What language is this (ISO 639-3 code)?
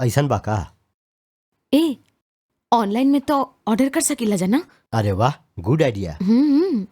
bho